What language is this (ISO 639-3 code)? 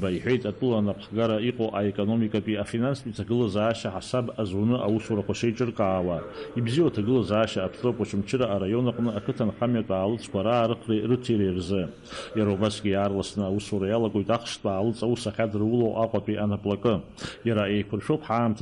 abk